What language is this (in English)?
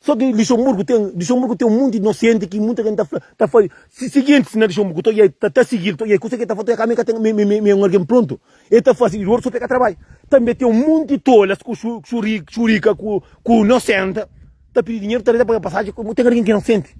Kabuverdianu